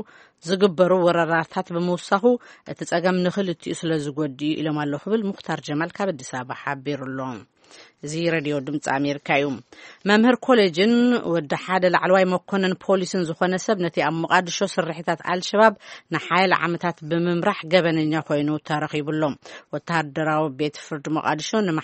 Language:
Tigrinya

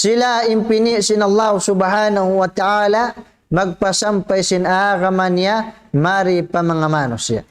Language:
Tausug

